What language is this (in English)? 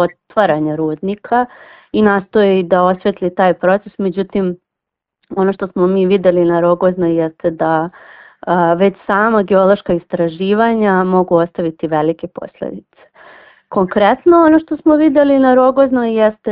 Serbian